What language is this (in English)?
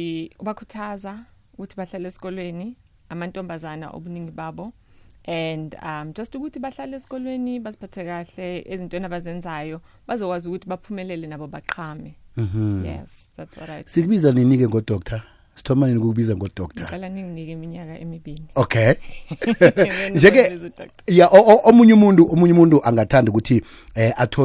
South Ndebele